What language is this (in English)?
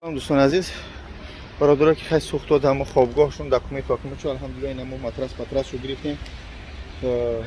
Tajik